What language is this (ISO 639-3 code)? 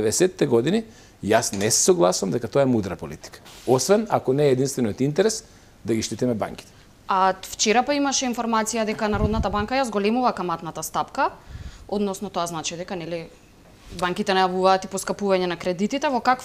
mkd